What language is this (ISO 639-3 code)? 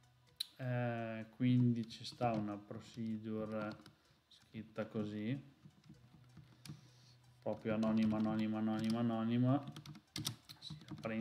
ita